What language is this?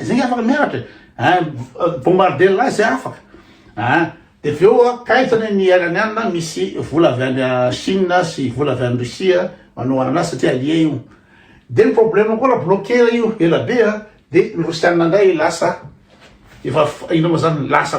Malagasy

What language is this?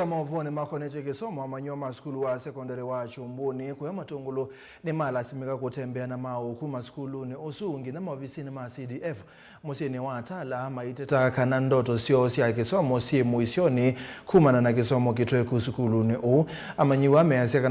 Kamba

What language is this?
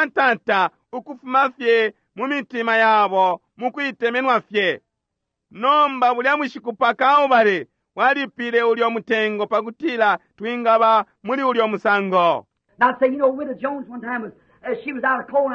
Bemba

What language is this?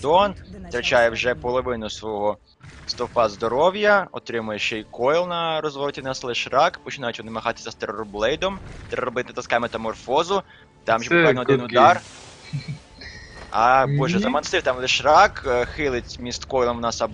Ukrainian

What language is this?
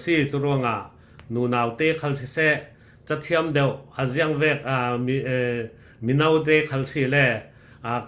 Falam Chin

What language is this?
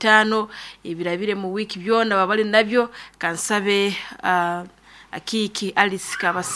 Nyoro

